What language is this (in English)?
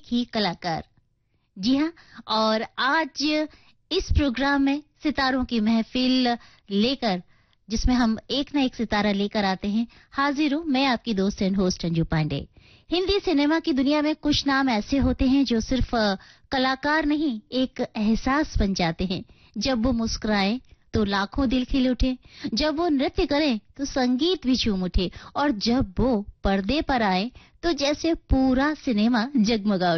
Hindi